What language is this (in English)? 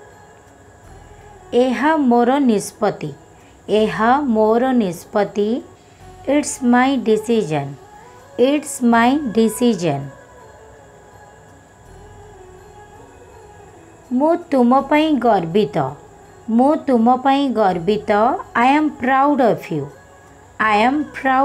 Odia